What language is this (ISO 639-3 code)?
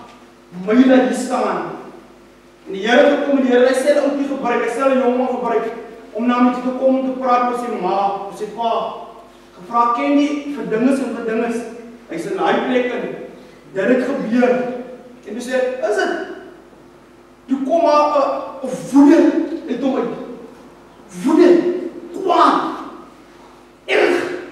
afr